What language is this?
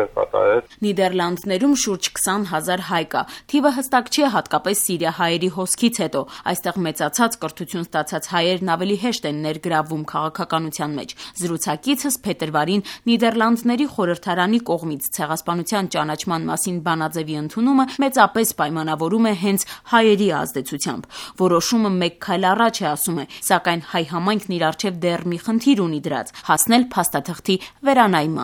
Armenian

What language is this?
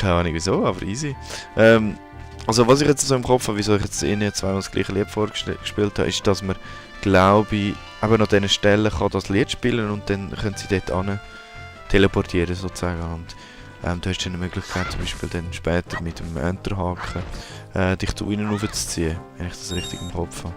Swiss German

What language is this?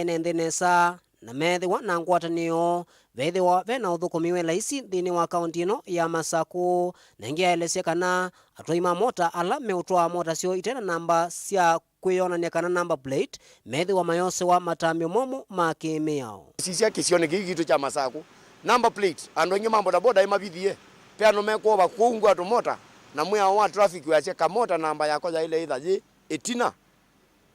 Kamba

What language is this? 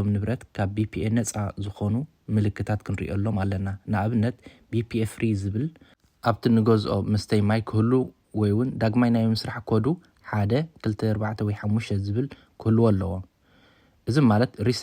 Tigrinya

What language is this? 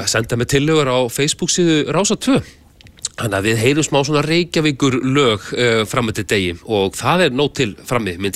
Icelandic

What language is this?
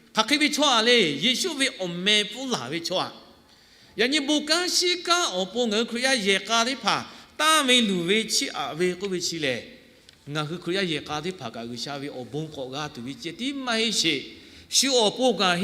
Lahu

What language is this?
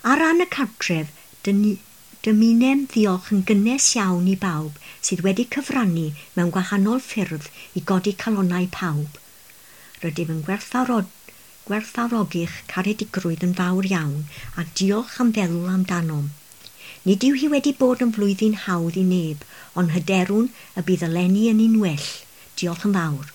Welsh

